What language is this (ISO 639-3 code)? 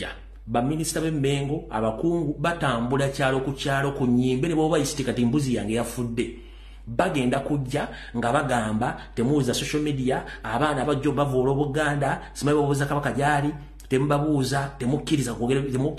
lug